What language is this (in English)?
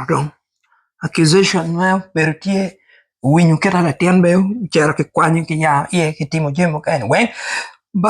Acoli